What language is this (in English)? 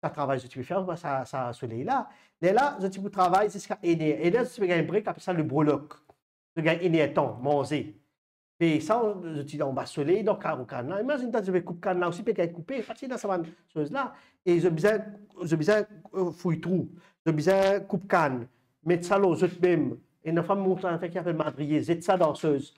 Morisyen